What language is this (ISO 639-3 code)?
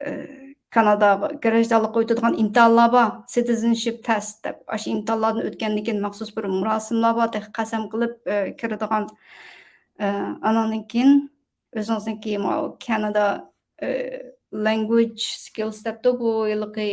uig